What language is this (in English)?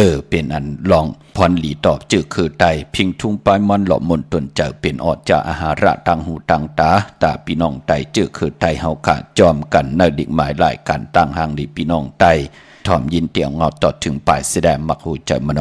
Shan